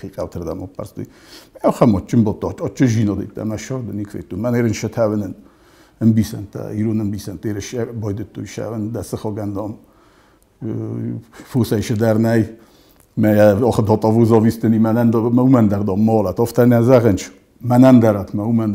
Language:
Ossetic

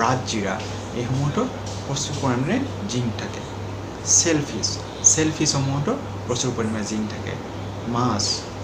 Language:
Assamese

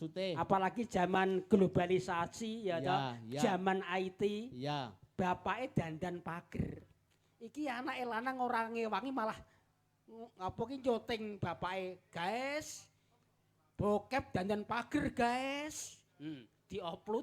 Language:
Javanese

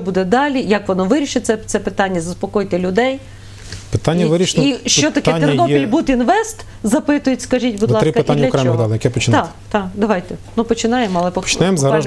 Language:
Ukrainian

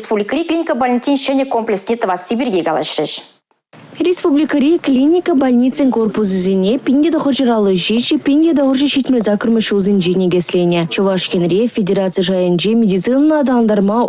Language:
Chuvash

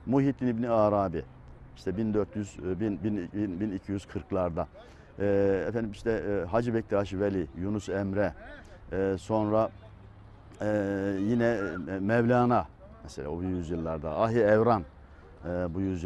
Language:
Turkish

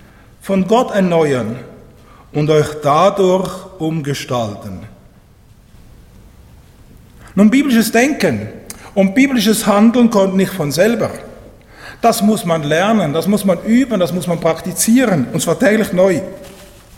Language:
German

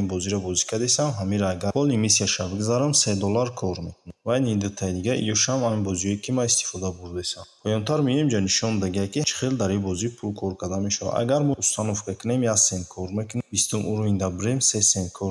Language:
Tajik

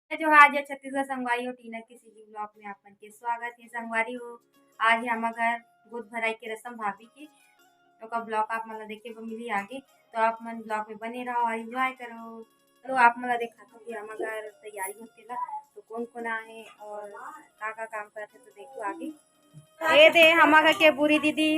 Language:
Chhattisgarhi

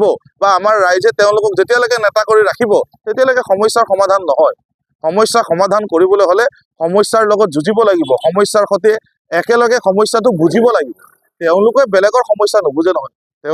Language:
Assamese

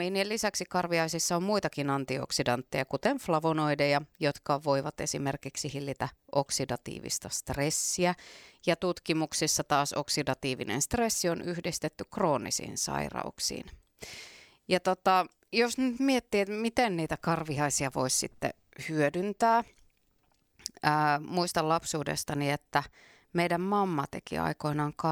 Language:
Finnish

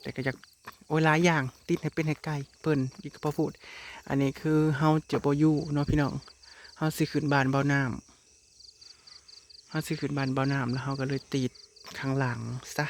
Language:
Northeastern Thai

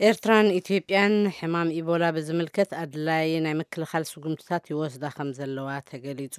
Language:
Tigrinya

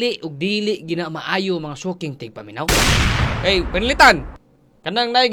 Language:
Cebuano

